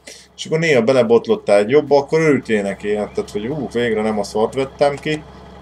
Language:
Hungarian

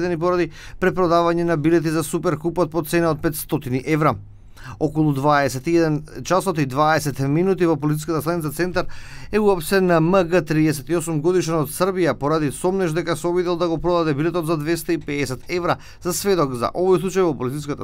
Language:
Macedonian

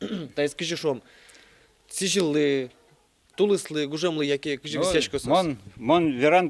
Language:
Udmurt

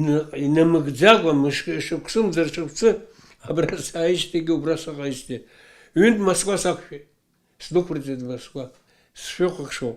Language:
Abkhazian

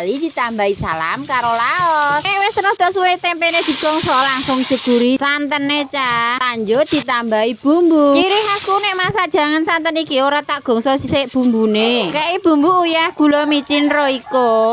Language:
Javanese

